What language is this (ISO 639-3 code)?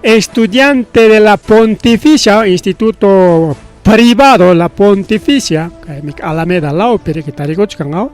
quy